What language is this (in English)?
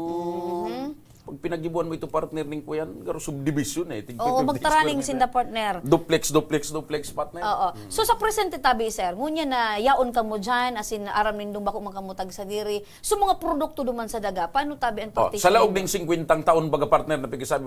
Bikol